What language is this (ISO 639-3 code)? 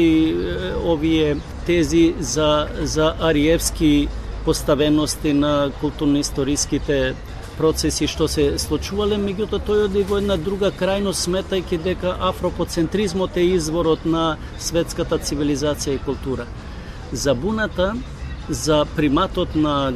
mkd